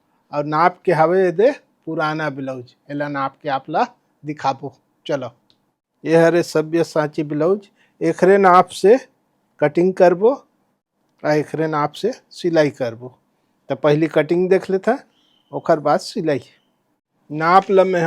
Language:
Chhattisgarhi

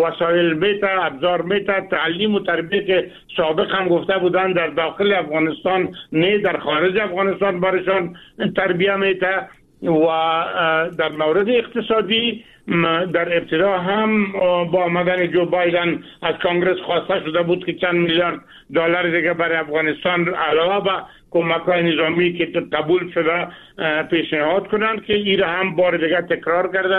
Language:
Persian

